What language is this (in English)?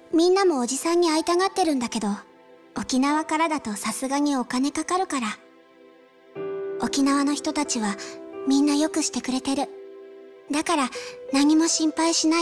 Japanese